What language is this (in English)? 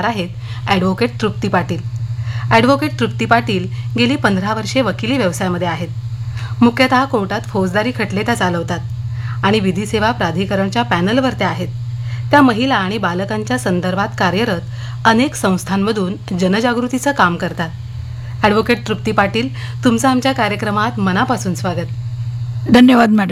Marathi